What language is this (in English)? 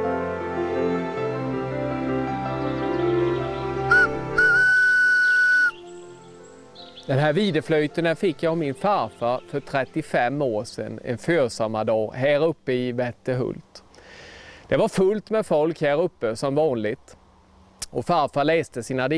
Swedish